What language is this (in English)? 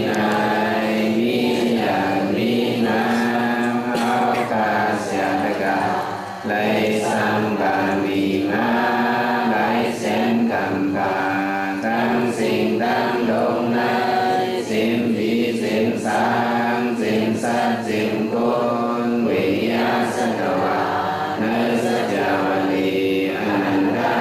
Shan